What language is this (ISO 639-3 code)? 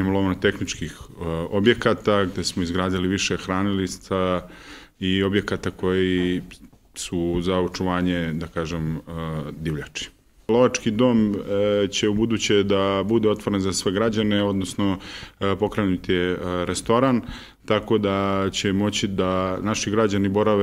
srp